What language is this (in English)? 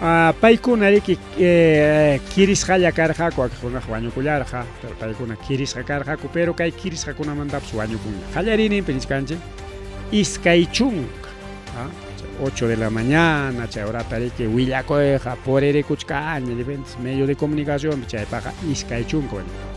Ayacucho Quechua